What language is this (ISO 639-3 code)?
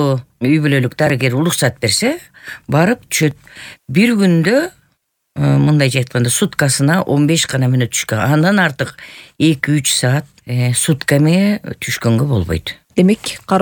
kir